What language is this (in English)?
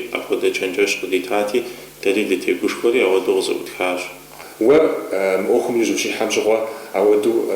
Kabardian